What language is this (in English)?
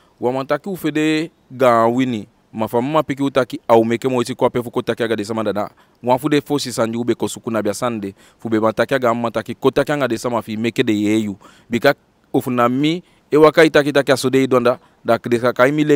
Eastern Maroon Creole